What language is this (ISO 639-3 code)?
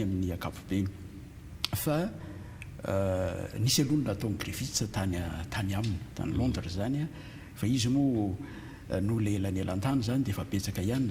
mlg